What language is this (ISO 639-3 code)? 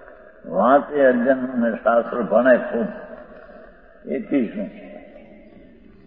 guj